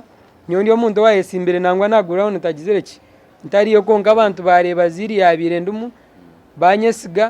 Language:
Nyankole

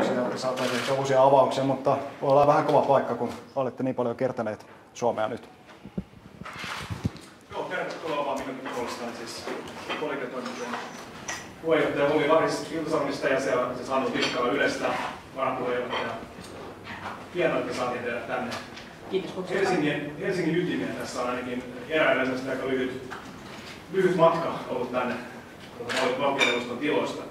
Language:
Finnish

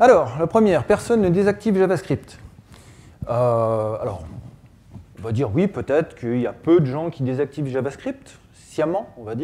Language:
French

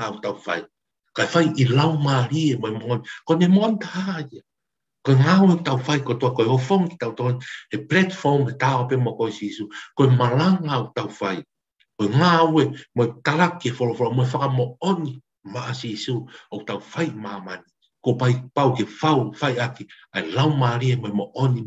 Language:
Tongan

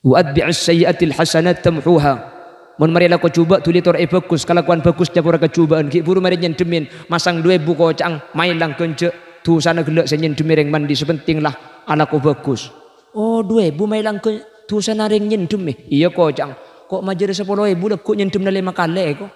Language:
Madurese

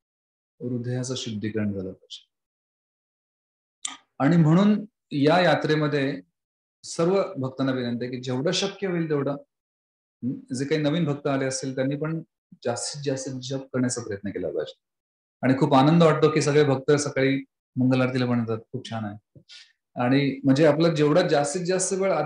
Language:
Marathi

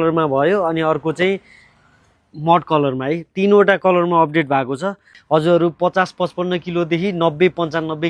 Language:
Nepali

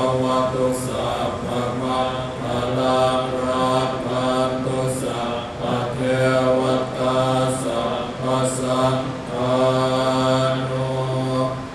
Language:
Pali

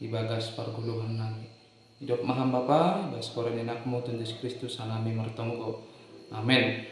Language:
Batak Simalungun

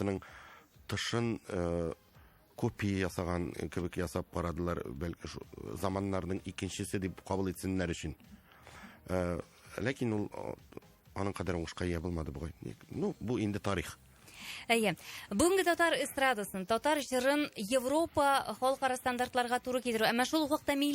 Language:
Tatar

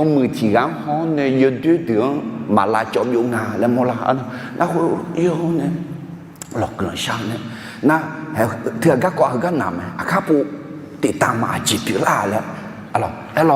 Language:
Akha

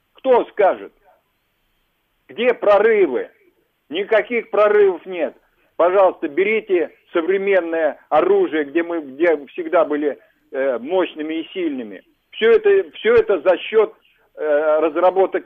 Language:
Russian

